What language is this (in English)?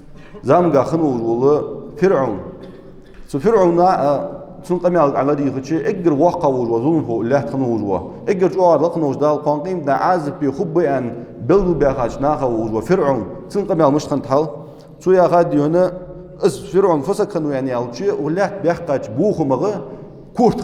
Ingush